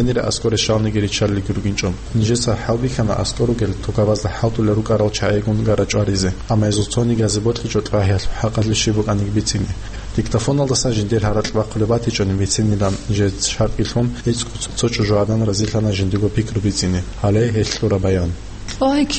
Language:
Avaric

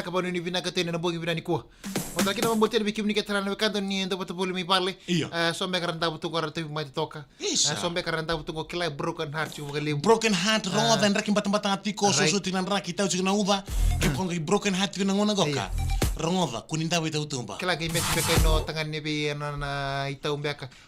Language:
Fijian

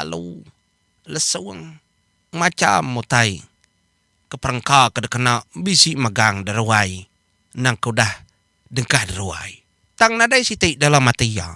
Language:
Iban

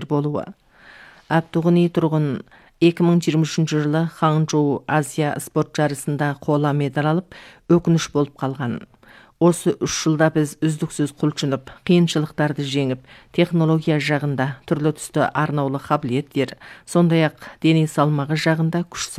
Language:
Kazakh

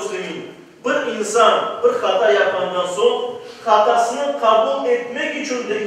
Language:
Crimean Tatar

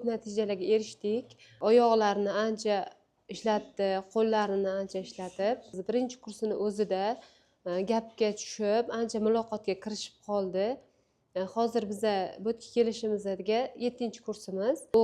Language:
Uzbek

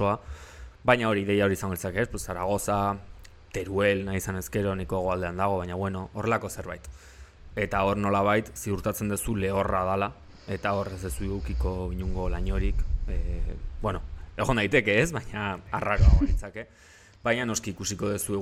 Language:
Basque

